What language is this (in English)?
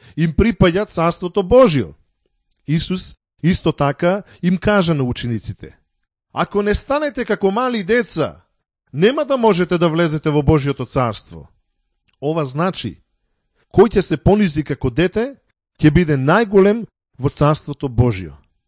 Macedonian